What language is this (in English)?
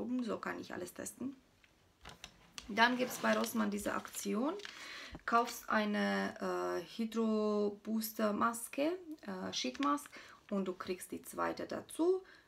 German